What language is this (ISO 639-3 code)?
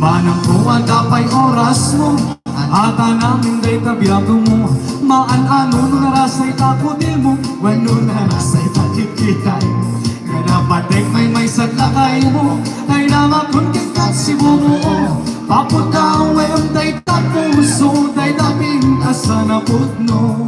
ilo